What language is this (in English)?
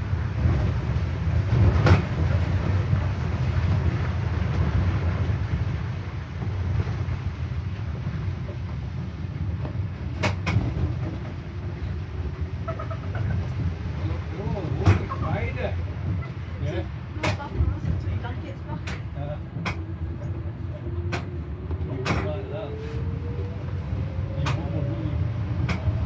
English